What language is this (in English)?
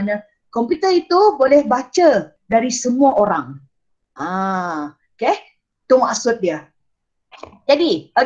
Malay